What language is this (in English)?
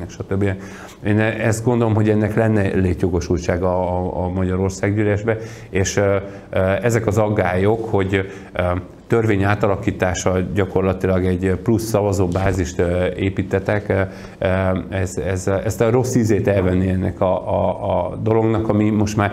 Hungarian